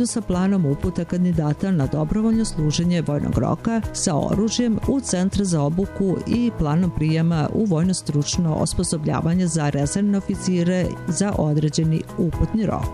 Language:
Serbian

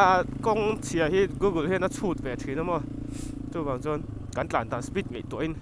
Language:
Mizo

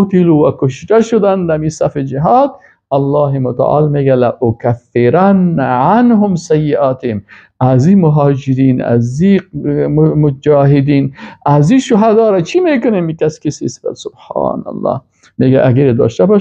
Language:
Persian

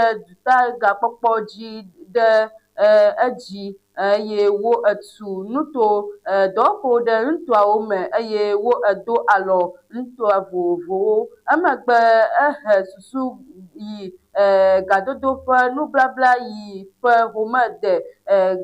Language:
Ewe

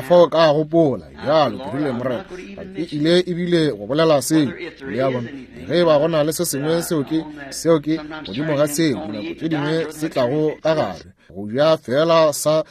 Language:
Northern Sotho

